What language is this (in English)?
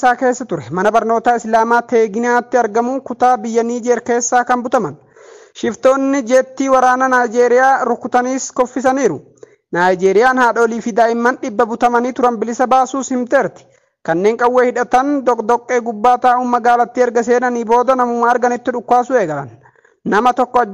Oromo